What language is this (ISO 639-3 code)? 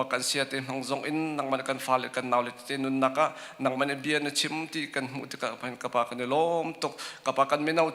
cnh